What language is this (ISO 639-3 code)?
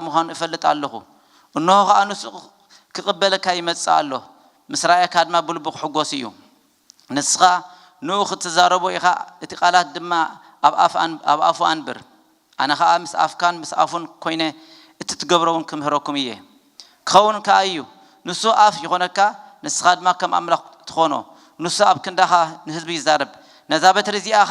tir